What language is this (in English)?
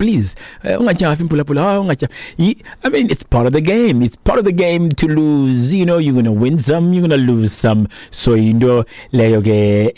Xhosa